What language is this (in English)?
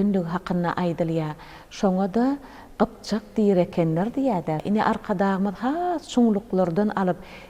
Turkmen